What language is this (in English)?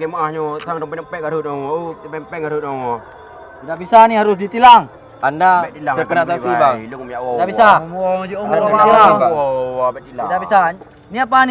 Achinese